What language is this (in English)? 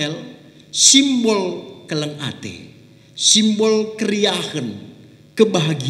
Batak Karo